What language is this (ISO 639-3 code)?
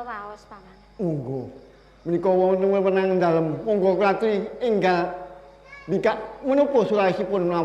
jav